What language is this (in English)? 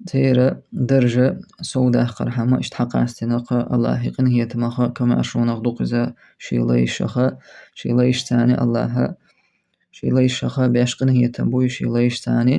Chechen